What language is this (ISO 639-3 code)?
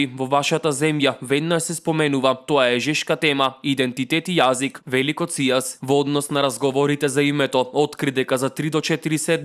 mkd